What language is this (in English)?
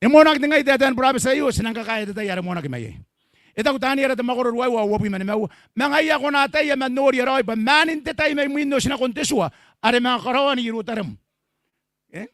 Gilbertese